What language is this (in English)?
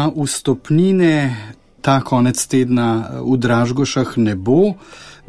Slovenian